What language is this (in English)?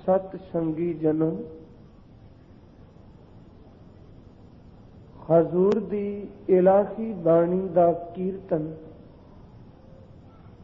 Punjabi